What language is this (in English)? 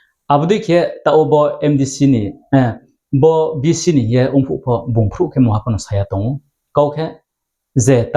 Riang (India)